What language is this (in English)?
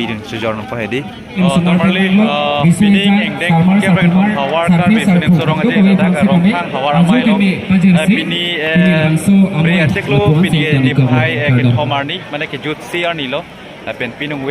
Karbi